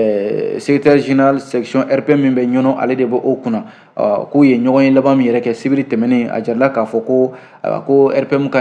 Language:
Bambara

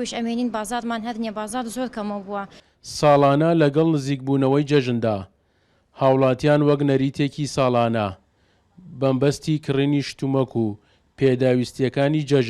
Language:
Central Kurdish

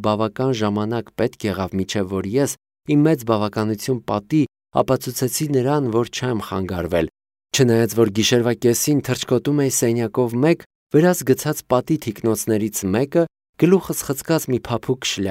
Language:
Armenian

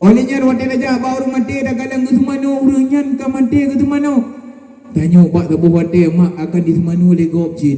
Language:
Achinese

